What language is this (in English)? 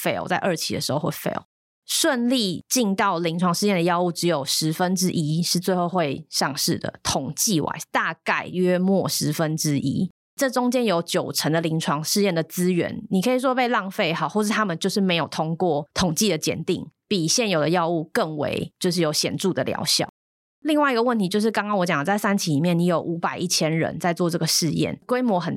Chinese